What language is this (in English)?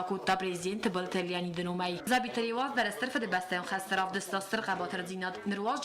Ossetic